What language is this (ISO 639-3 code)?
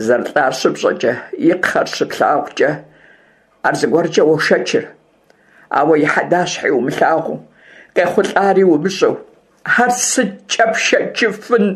kbd